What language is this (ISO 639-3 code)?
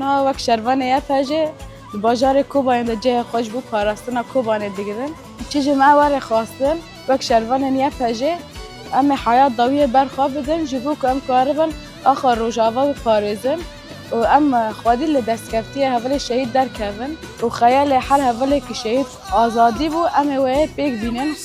kur